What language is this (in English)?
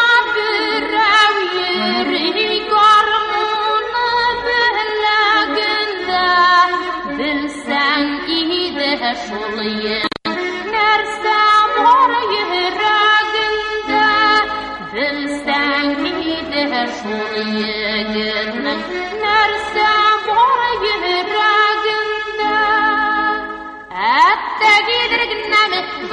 Tatar